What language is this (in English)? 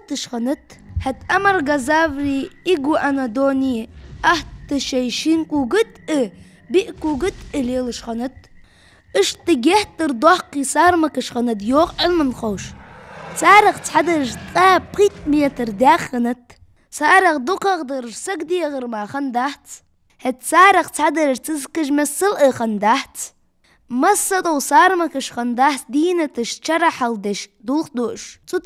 Ingush